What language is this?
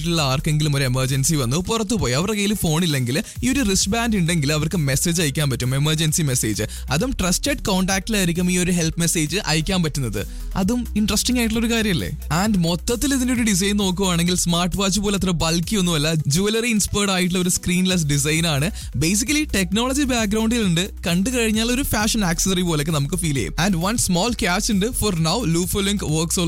Malayalam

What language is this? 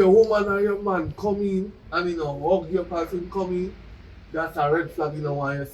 Jamaican Creole English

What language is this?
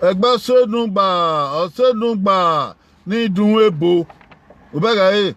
Bini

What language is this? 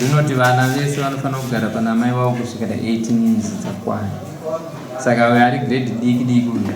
Shona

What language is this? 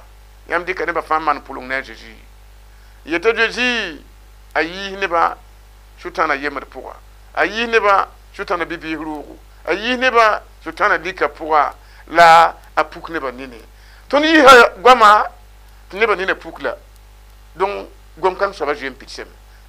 Mossi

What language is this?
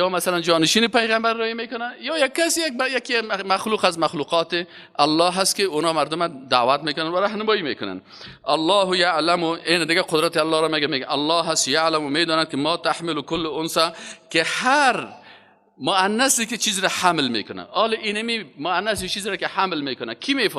Persian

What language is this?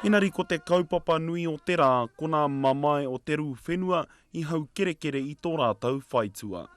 Māori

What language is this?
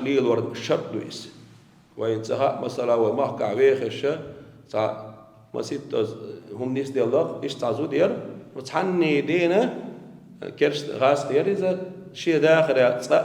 Chechen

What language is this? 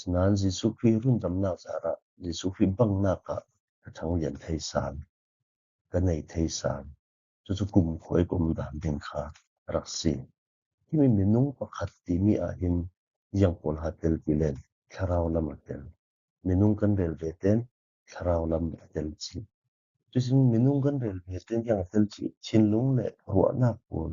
Falam Chin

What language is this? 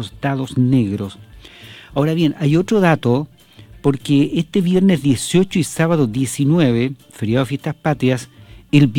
Spanish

